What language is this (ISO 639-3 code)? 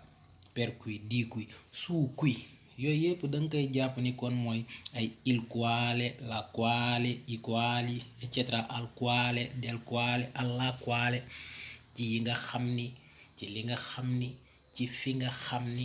wol